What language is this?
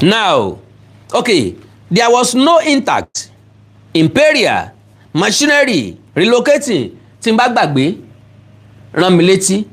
Yoruba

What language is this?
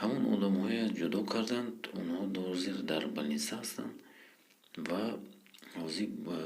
Tajik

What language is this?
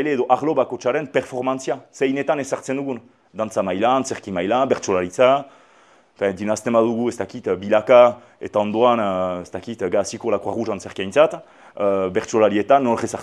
Basque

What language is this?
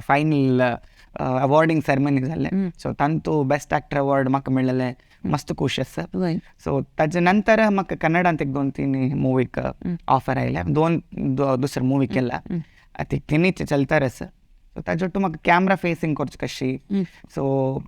Konkani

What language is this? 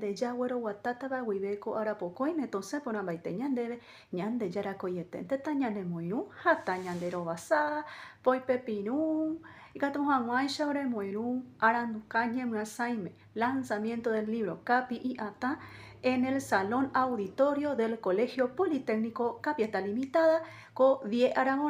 Guarani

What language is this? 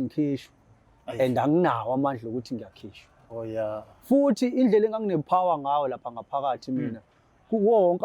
Zulu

